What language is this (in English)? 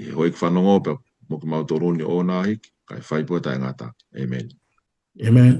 Tongan